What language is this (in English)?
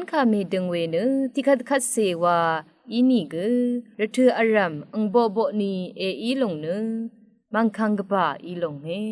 Rawang